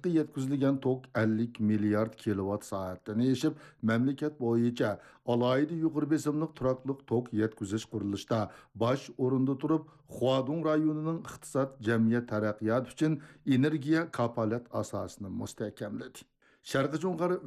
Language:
Uyghur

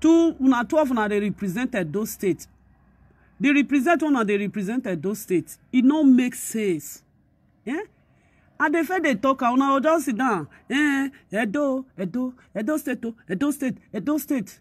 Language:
Nigerian Pidgin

